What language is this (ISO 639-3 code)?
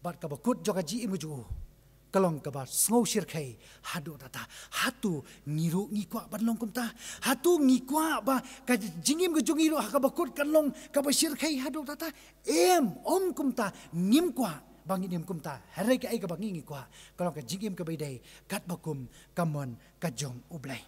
kha